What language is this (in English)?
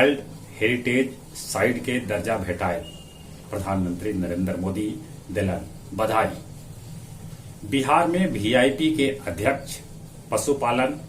Magahi